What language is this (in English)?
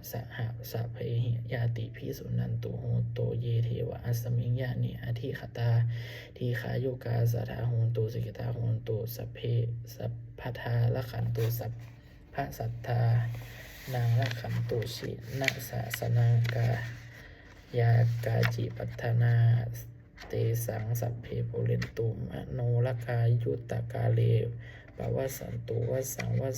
Pali